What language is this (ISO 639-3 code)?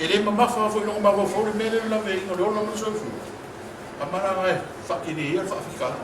smo